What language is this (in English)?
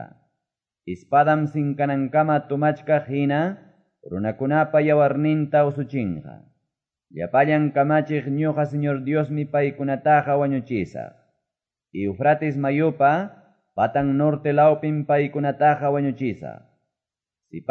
Quechua